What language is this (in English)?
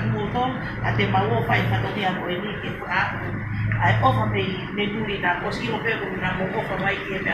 Tongan